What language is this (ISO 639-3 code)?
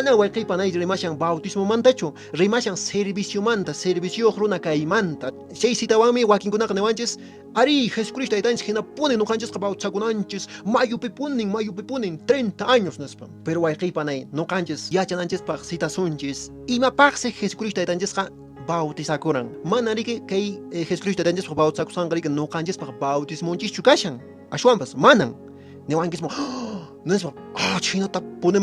que